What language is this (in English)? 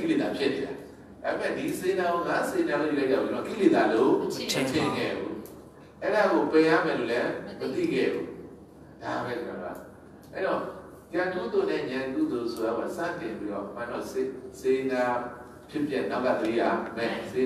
Burmese